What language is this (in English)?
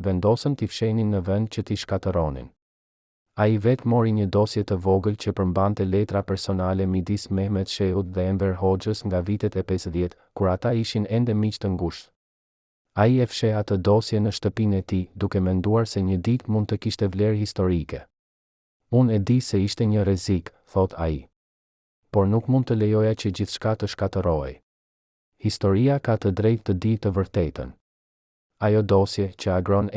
Albanian